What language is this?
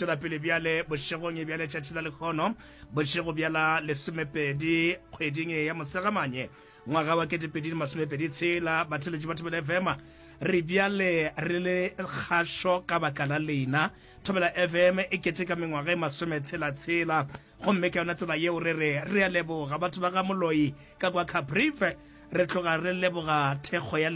Northern Sotho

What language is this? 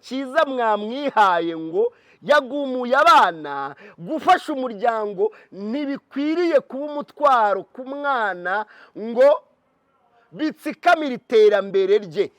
Kinyarwanda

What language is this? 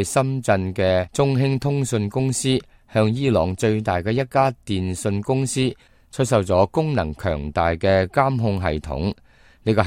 Cantonese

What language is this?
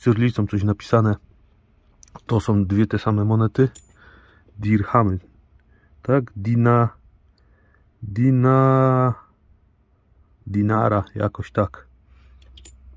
Polish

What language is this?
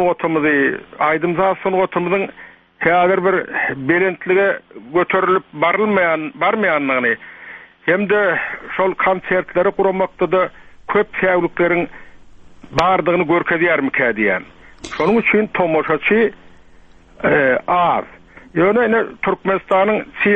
Turkmen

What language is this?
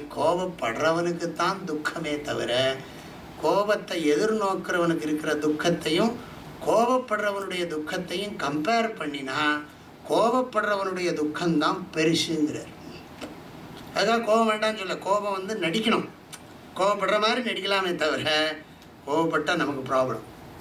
Tamil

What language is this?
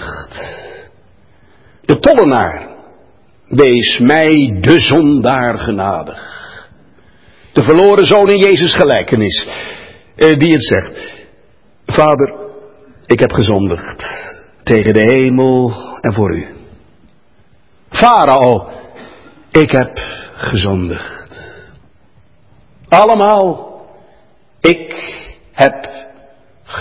Dutch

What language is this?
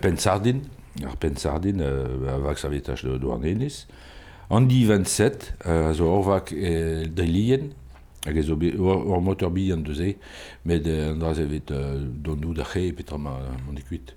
Breton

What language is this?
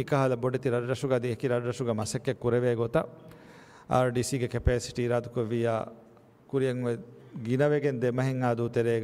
Divehi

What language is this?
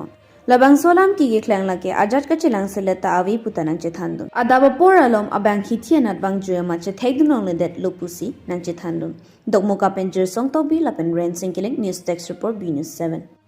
Karbi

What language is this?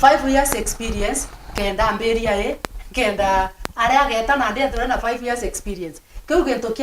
Meru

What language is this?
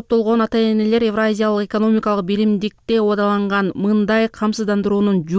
Kyrgyz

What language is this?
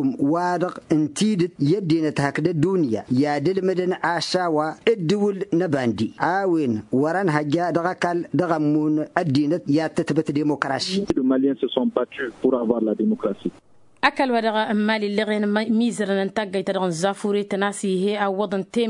Tamasheq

